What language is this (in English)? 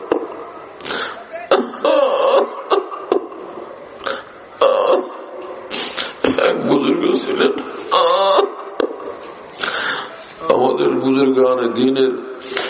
Bangla